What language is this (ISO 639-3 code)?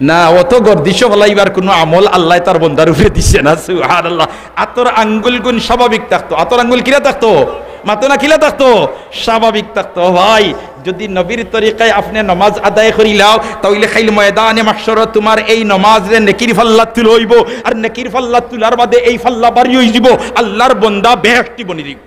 syl